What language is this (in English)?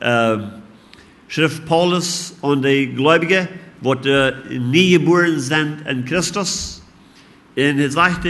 Plautdietsch